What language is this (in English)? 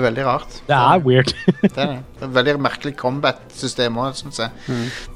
Norwegian